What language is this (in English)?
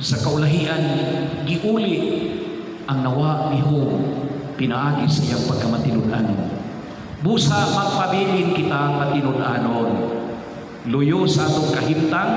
Cebuano